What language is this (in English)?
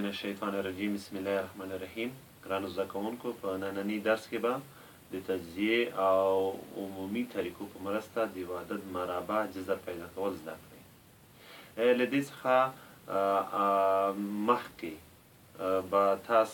Pashto